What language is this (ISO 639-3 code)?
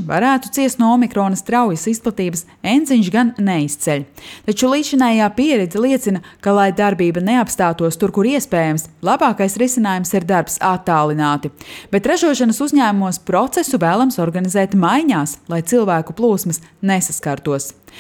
lav